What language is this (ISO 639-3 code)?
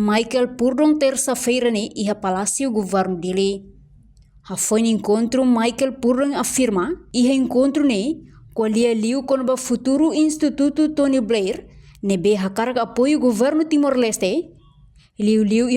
tet